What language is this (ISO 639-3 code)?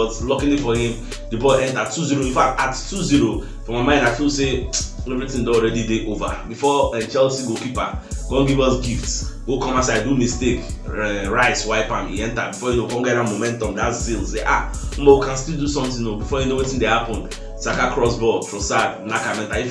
pcm